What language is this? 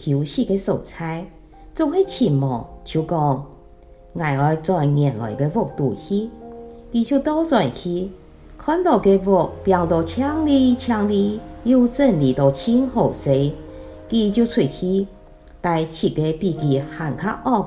Hakka Chinese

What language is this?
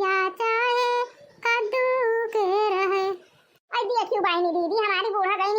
Awadhi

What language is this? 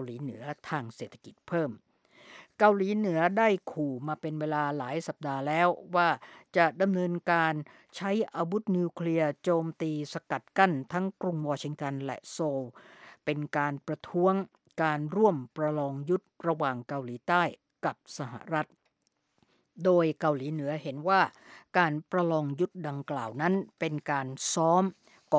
Thai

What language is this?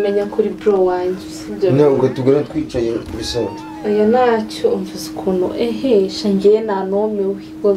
Kinyarwanda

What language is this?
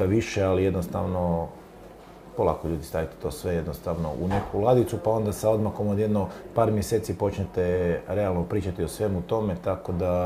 Croatian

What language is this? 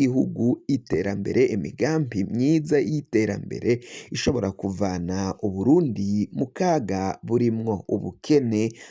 Rundi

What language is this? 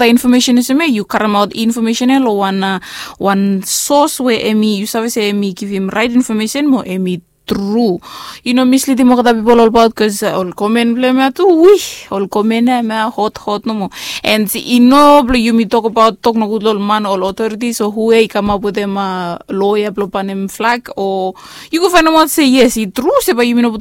Bislama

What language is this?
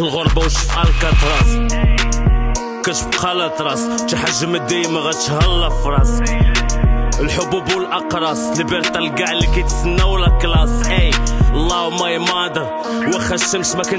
Moroccan Arabic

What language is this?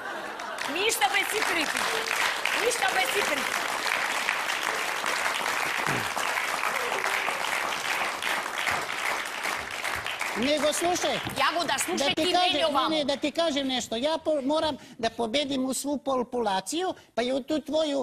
Serbian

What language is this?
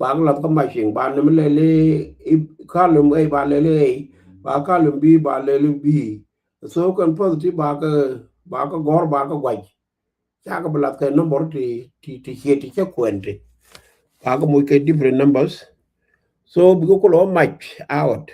Nuer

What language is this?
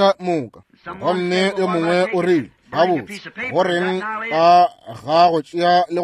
Northern Sotho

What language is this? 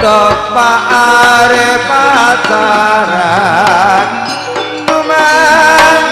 Madurese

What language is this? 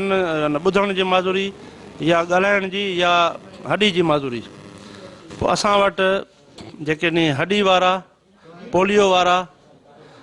Sindhi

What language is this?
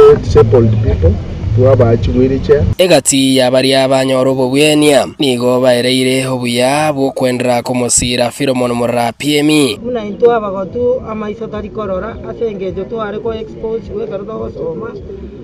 Gusii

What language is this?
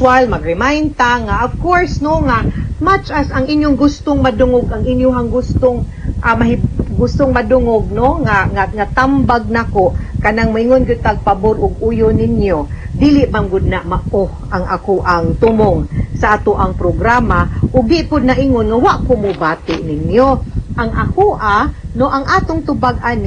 Cebuano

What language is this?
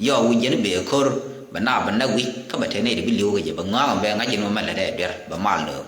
Nuer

